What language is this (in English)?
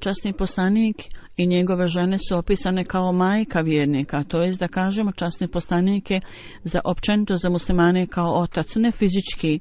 Bosnian